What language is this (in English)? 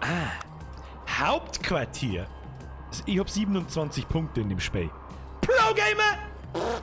Bavarian